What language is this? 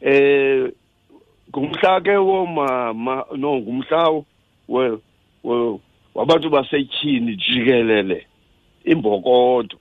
Xhosa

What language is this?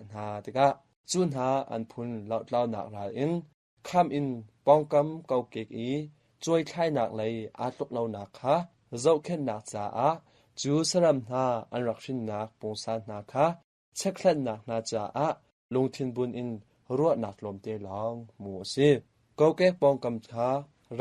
Hakha Chin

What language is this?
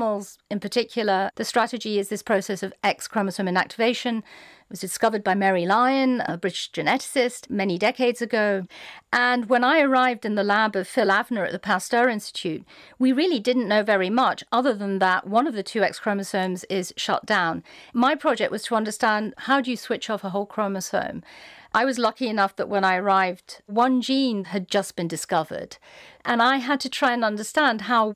English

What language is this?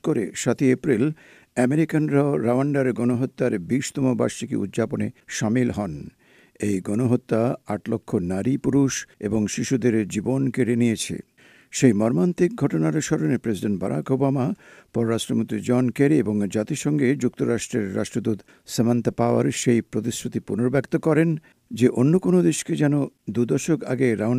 Bangla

